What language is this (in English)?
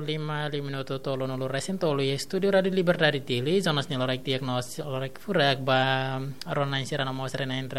Tetum